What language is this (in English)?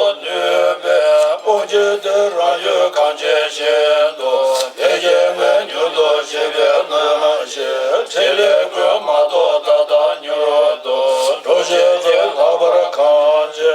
Tibetan